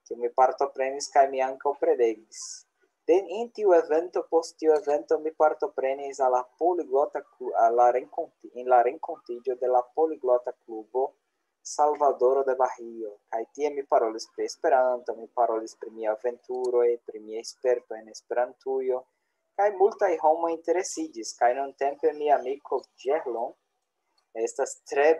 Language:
Esperanto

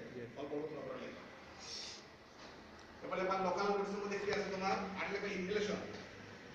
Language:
Bangla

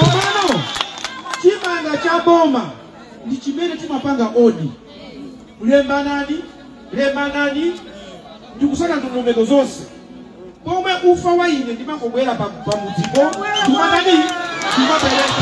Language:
Nyanja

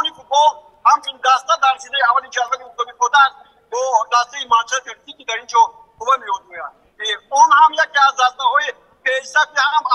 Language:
Tajik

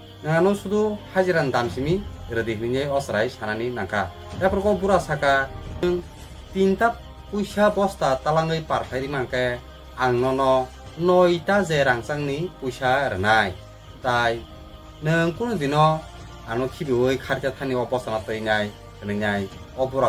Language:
Kok Borok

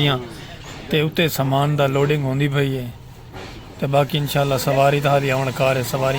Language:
Saraiki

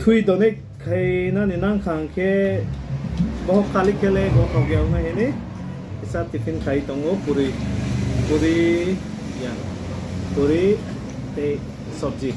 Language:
Kok Borok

